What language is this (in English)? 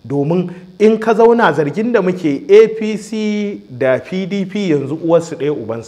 Hausa